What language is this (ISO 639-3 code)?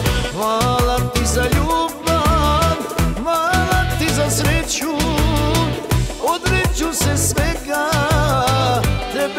hrv